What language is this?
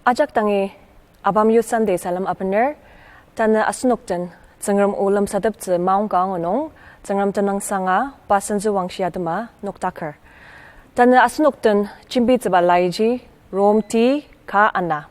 Ao Naga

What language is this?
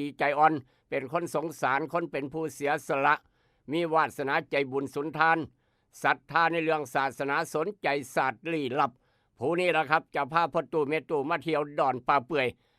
Northeastern Thai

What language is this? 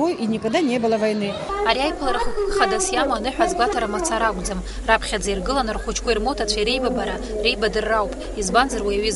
Abkhazian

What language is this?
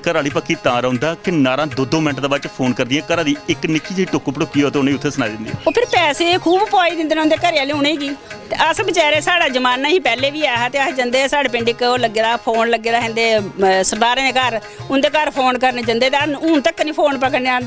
Dogri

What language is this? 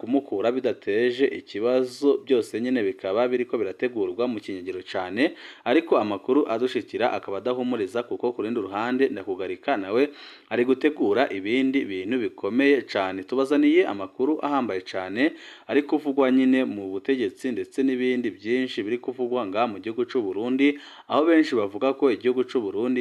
Rundi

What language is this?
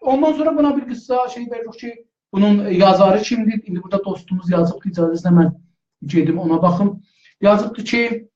South Azerbaijani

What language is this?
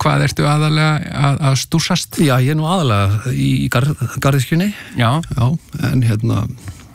Icelandic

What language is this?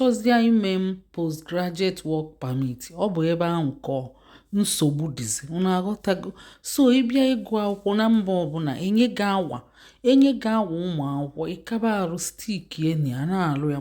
Igbo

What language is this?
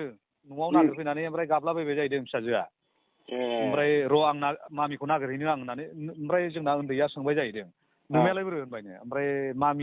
Bodo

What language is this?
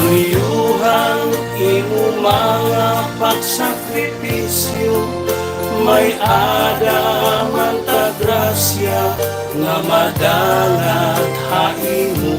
Waray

